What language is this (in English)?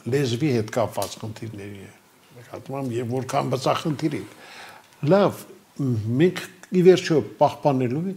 Armenian